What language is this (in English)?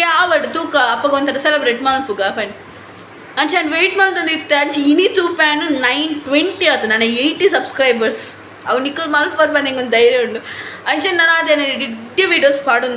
Tulu